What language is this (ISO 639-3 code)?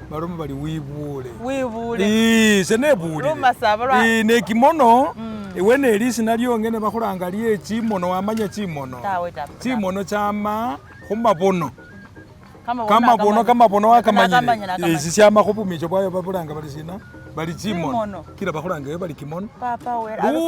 myx